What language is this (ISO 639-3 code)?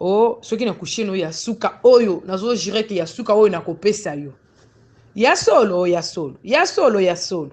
lin